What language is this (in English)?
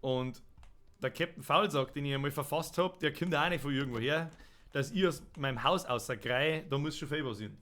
Bavarian